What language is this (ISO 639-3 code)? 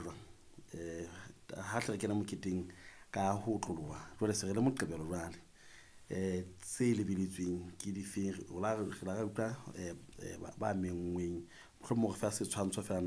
sot